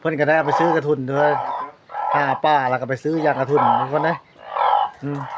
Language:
Lao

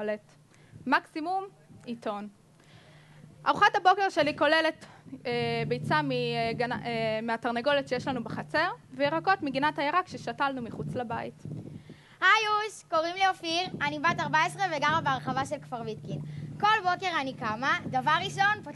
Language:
Hebrew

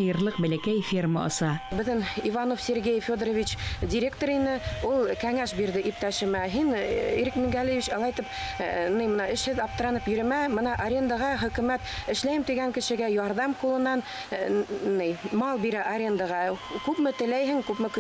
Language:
Bashkir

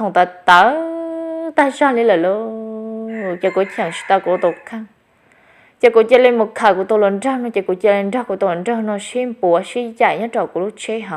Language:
Hmong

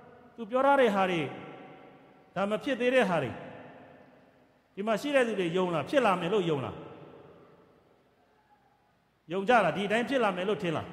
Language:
Burmese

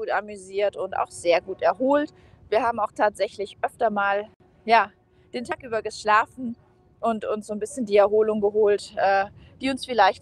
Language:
German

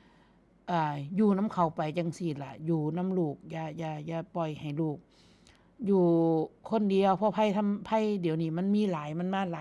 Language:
Northeastern Thai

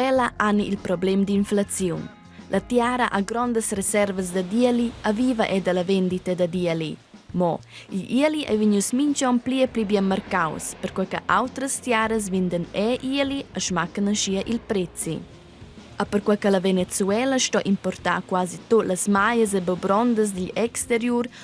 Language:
Romansh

